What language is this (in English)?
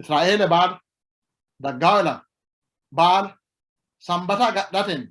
Sidamo